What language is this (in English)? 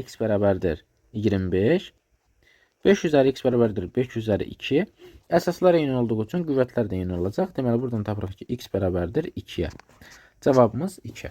Azerbaijani